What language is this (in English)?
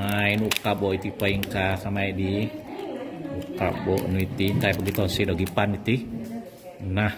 Central Dusun